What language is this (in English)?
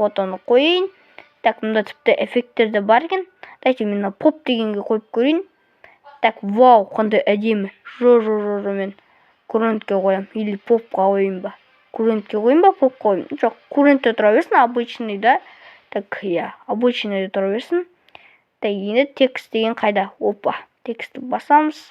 Kazakh